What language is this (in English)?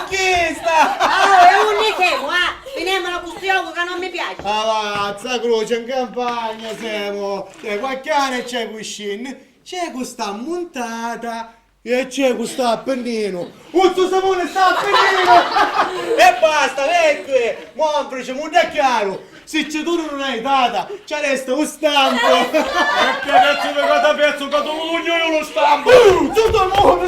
Sicilian